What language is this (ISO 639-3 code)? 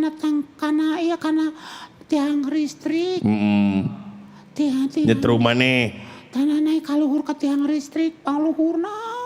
sun